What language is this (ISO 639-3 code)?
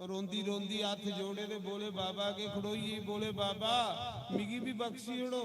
doi